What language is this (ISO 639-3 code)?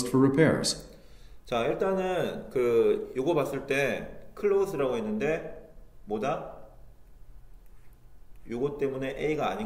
kor